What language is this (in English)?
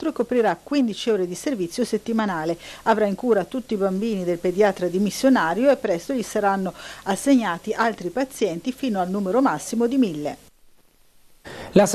Italian